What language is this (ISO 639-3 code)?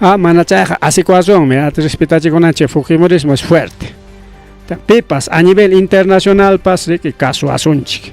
quy